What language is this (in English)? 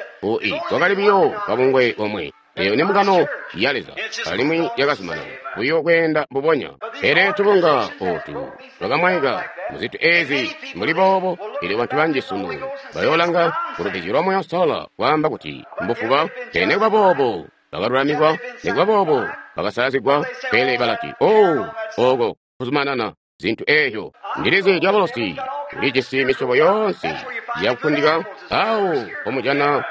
Tonga (Zambia)